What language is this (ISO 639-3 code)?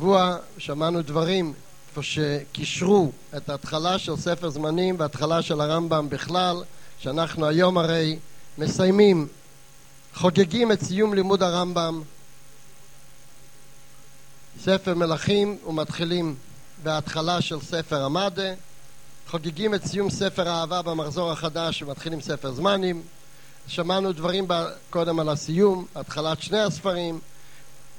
heb